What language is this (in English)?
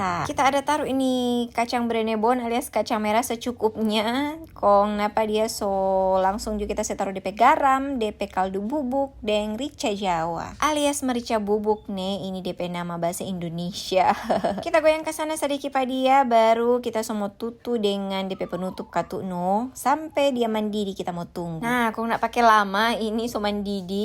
Manado Malay